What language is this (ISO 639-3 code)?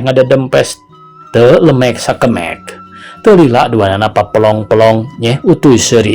sun